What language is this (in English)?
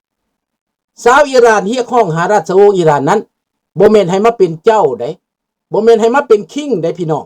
Lao